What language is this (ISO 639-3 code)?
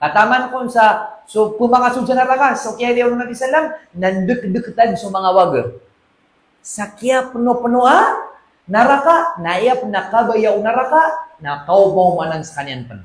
mrw